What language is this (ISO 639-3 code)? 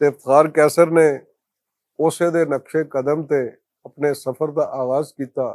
lah